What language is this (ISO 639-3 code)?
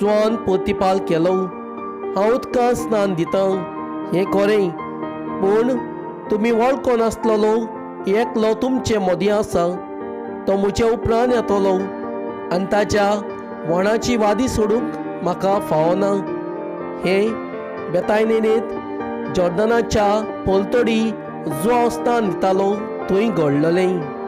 kok